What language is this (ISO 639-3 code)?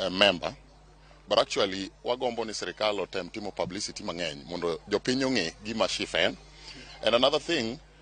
luo